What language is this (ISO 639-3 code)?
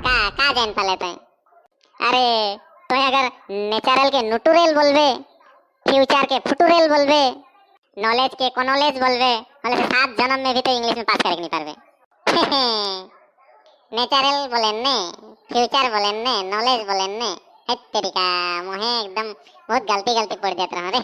sck